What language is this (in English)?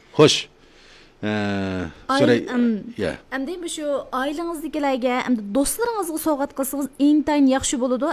Uyghur